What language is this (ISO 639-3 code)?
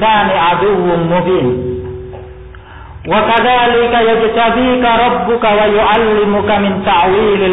ind